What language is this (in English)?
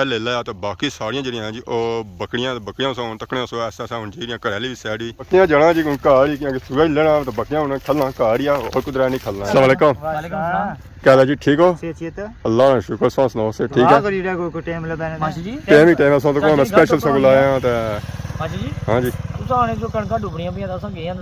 Pahari-Potwari